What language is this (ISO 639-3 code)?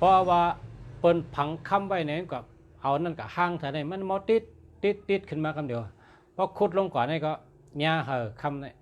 shn